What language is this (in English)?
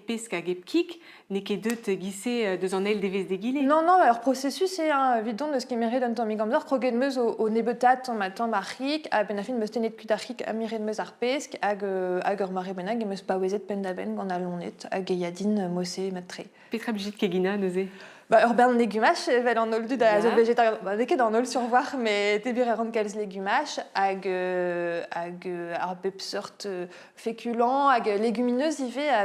Breton